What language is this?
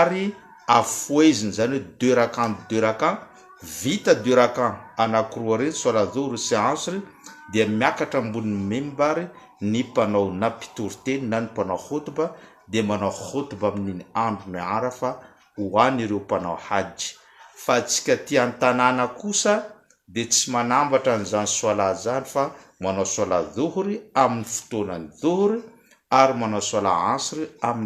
Malagasy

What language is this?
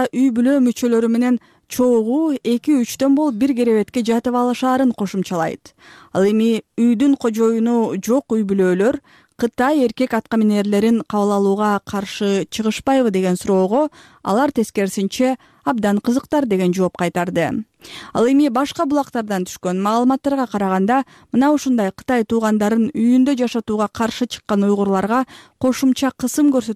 Kyrgyz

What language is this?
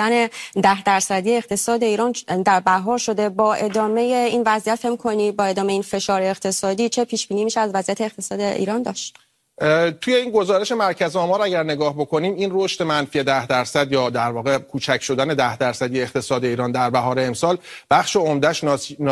Persian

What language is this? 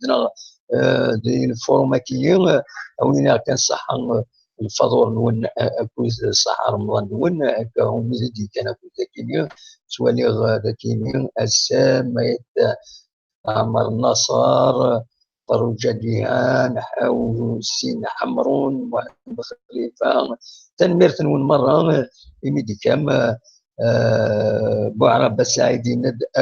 Kabyle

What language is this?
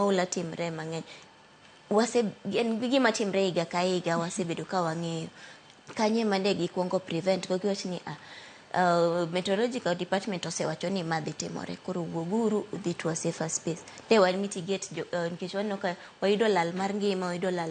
Luo (Kenya and Tanzania)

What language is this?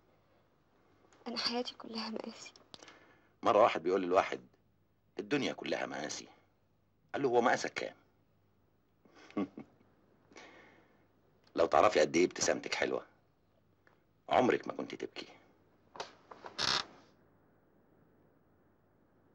Egyptian Arabic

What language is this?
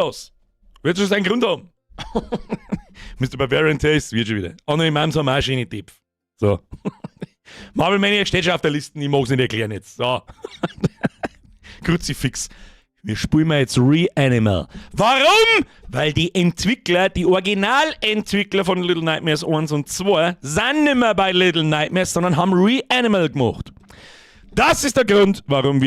Bavarian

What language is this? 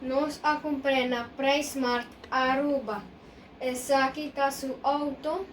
Papiamento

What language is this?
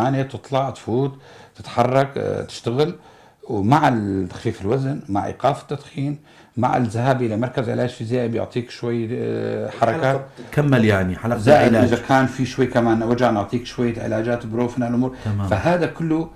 North Levantine Arabic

